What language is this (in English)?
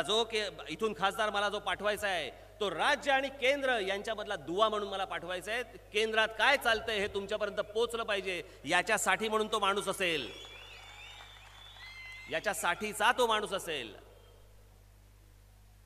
Marathi